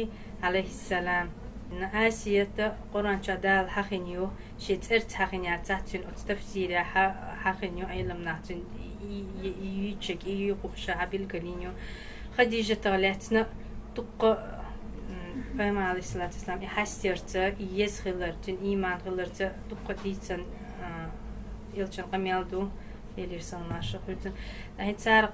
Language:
Chechen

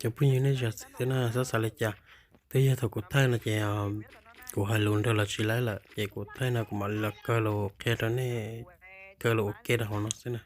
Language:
Hmong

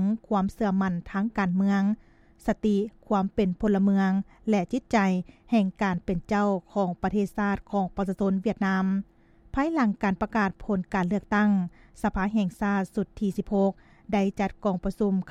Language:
Lao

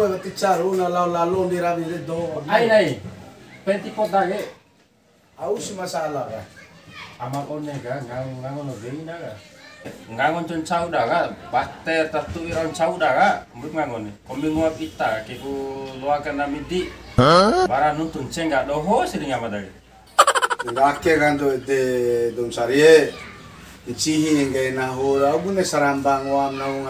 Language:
Bima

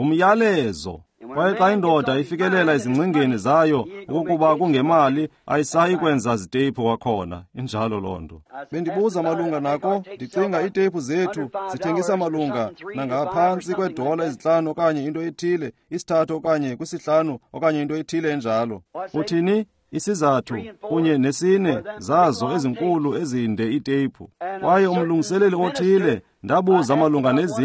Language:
Xhosa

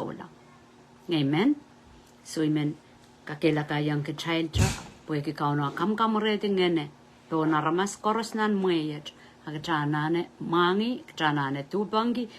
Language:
Pohnpeian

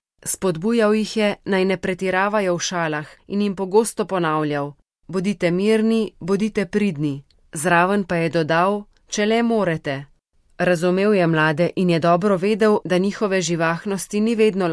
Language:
Slovenian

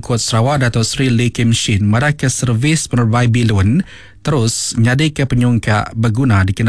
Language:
Iban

